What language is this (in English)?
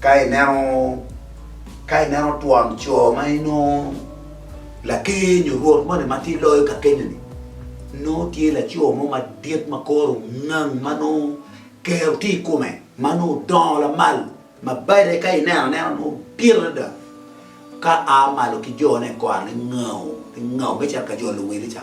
Acoli